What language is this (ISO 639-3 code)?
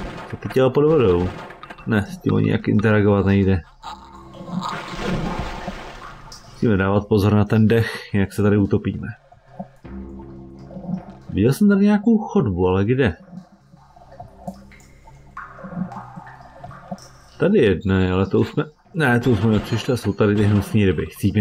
ces